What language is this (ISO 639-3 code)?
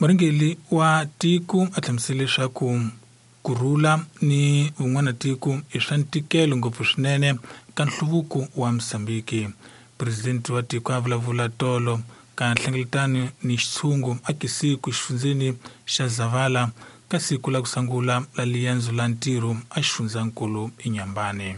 tso